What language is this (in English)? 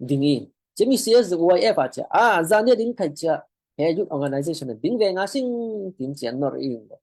Falam Chin